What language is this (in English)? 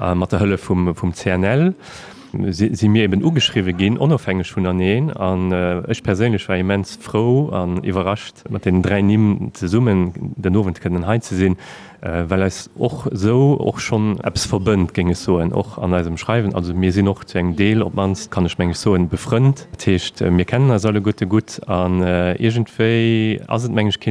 Luxembourgish